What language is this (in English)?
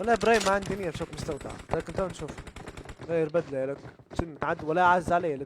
Libyan Arabic